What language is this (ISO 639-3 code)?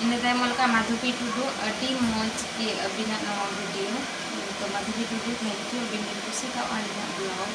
sat